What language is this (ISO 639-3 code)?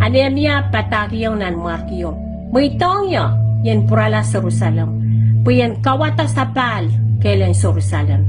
pon